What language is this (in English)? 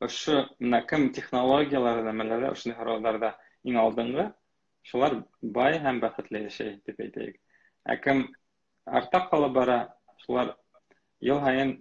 Bashkir